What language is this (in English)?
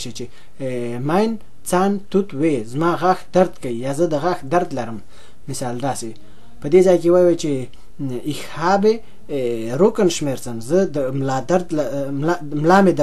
Pashto